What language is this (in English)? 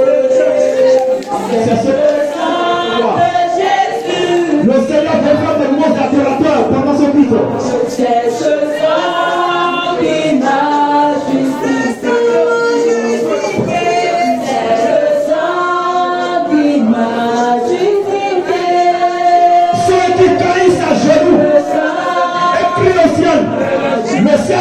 French